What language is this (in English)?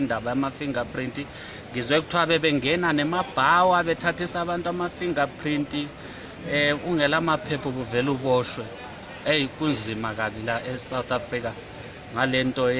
North Ndebele